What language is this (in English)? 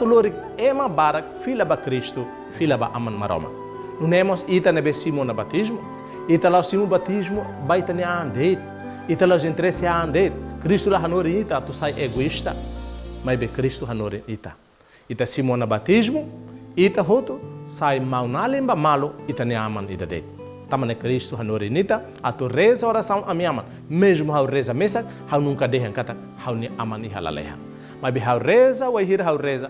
Tetum